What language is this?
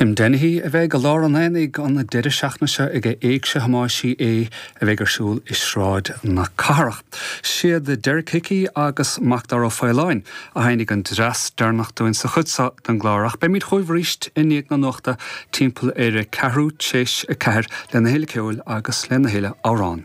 Irish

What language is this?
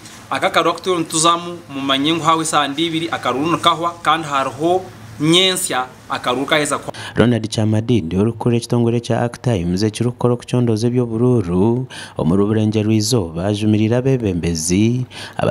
Nyankole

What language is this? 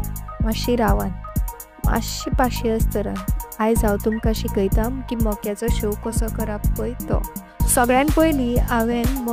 Konkani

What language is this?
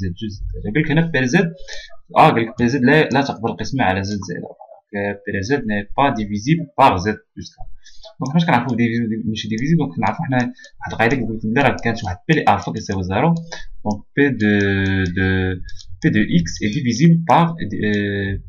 Moroccan Arabic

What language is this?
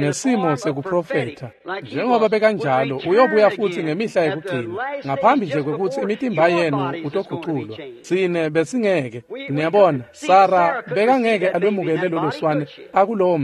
Swati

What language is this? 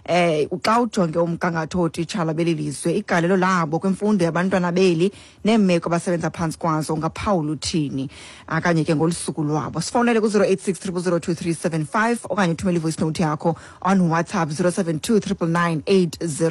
Xhosa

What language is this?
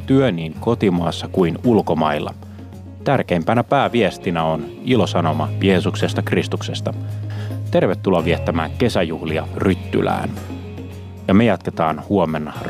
Finnish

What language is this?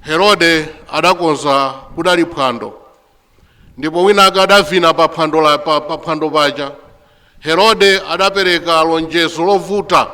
Nyanja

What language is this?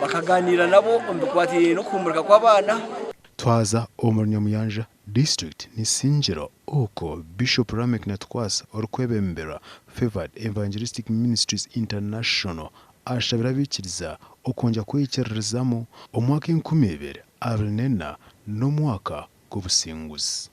Nyankole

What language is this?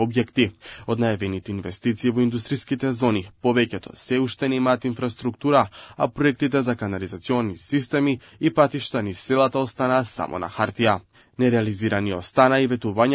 Macedonian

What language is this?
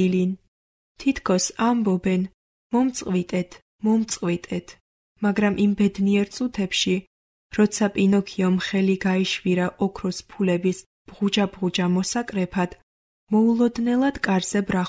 Georgian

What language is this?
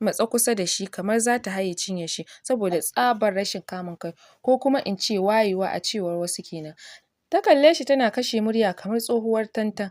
Hausa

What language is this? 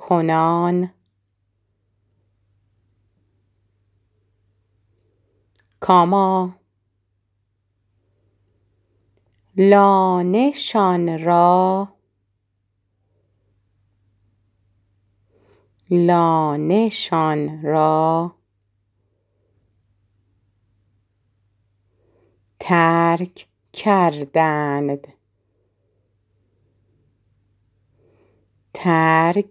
Persian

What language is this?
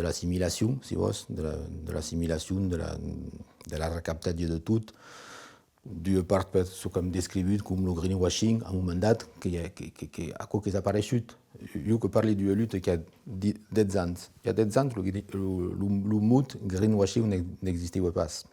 Occitan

